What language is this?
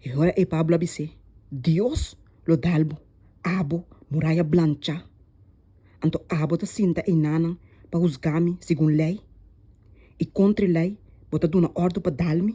Papiamento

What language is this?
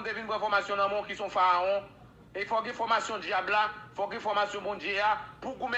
Haitian Creole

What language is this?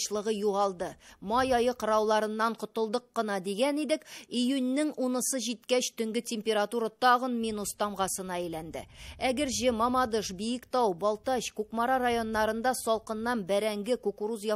Tatar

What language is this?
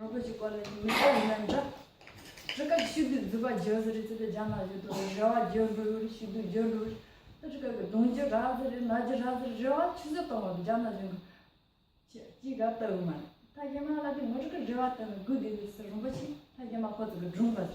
Tibetan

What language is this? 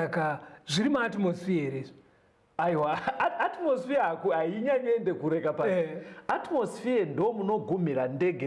Shona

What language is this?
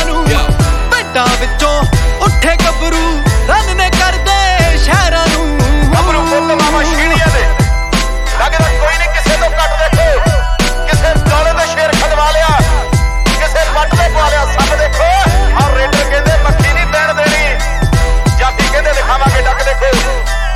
Punjabi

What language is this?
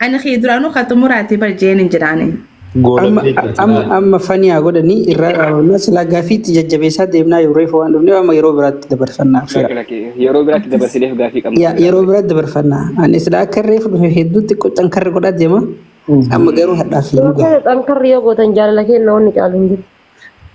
Oromo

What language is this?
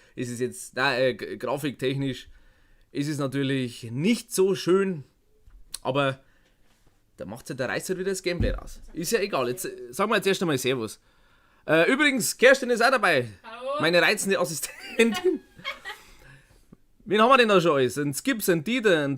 Bavarian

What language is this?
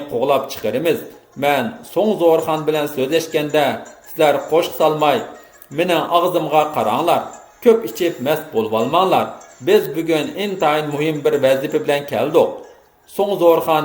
Uyghur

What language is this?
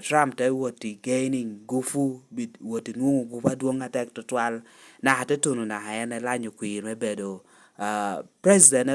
Lango (Uganda)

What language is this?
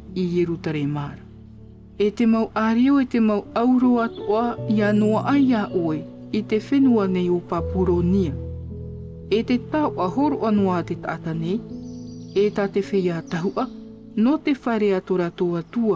Tahitian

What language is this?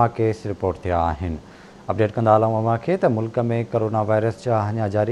Sindhi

